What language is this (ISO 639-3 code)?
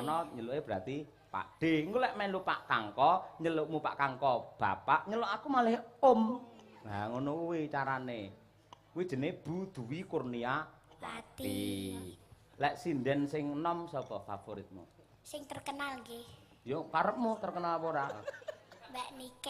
jav